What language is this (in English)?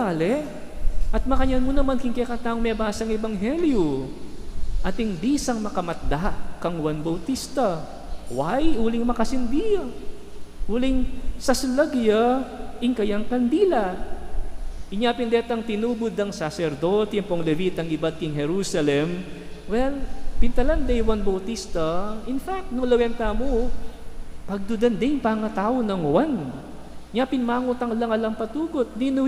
Pampanga